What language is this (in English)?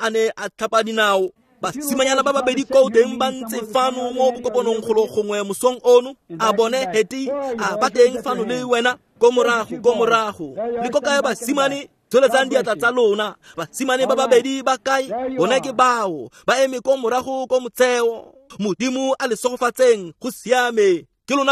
Tswana